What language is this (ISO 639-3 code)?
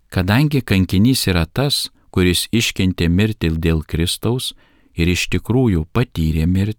lit